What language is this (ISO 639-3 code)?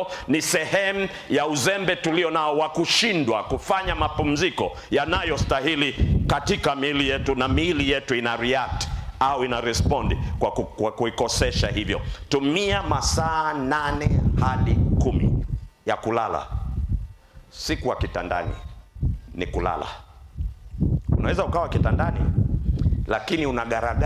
swa